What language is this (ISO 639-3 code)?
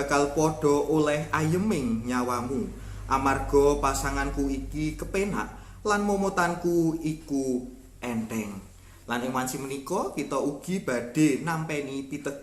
jav